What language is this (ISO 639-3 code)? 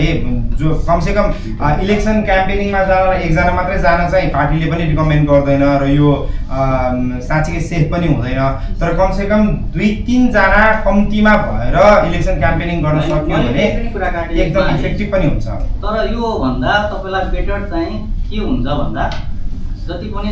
nep